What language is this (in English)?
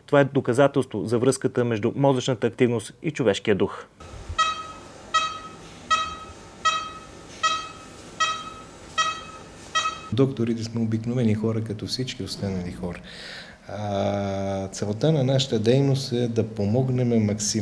Bulgarian